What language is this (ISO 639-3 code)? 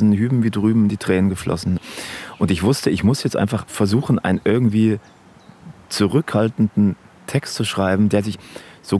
gsw